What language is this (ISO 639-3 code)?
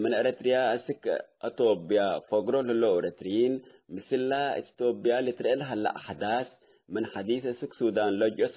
tig